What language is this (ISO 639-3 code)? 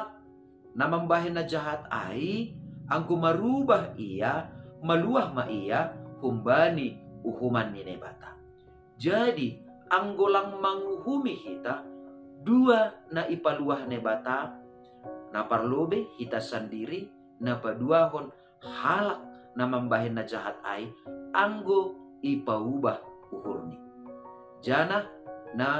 bts